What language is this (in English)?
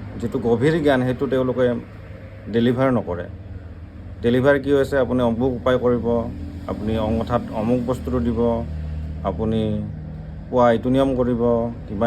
Assamese